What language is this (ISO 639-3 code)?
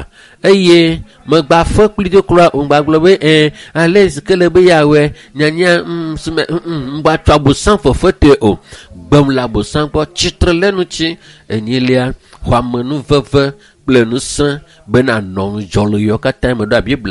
ewe